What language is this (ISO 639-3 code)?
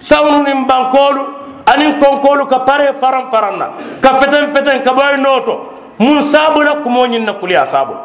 man